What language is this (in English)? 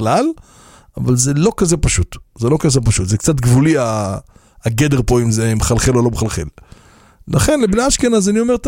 Hebrew